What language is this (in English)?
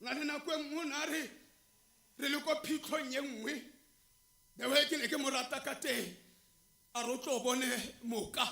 Tswana